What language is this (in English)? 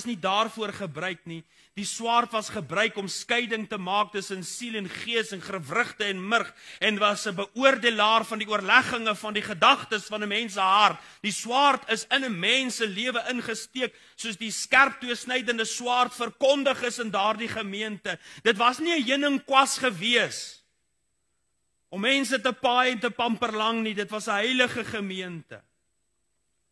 Afrikaans